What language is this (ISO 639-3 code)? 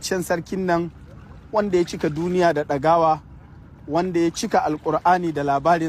hau